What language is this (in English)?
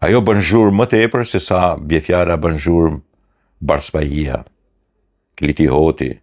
Albanian